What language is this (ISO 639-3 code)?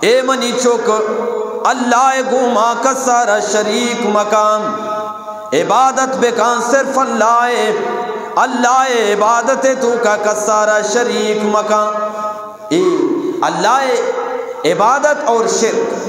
bgp